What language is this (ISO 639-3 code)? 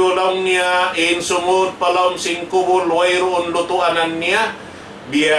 tsg